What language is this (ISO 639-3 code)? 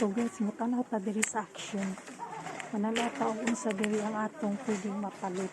ceb